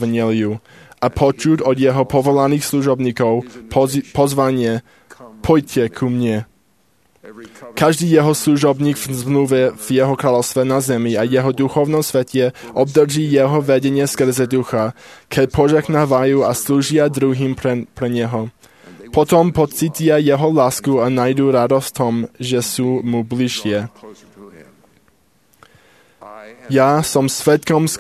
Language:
Slovak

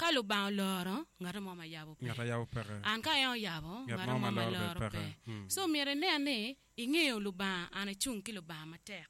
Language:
Acoli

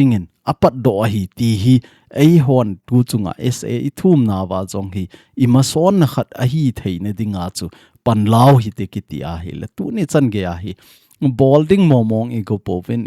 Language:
Thado Chin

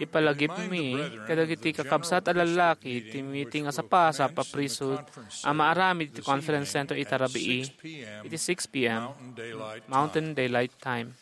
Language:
Iloko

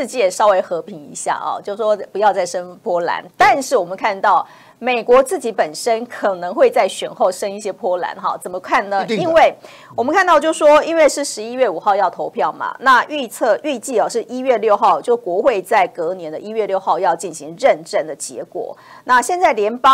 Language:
Chinese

